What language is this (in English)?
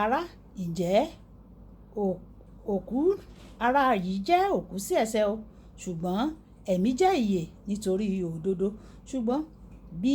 Yoruba